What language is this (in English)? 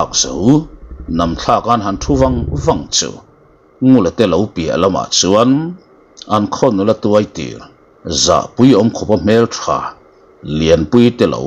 Mizo